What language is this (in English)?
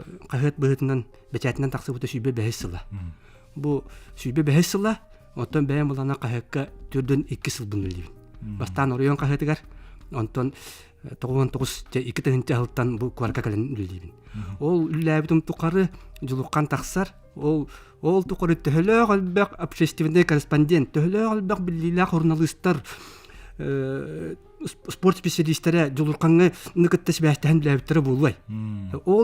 Yakut